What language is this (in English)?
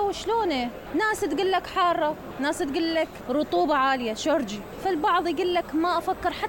Mesopotamian Arabic